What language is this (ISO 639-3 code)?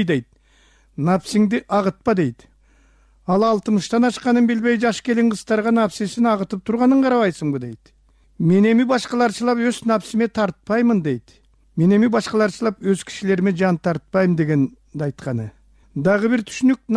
kir